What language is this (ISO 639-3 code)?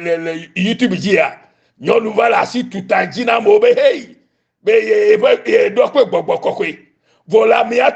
ewe